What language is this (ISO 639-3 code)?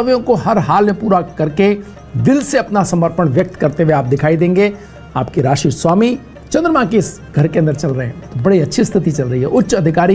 hin